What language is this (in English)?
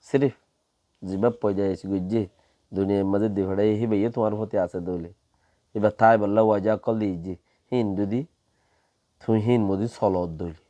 Rohingya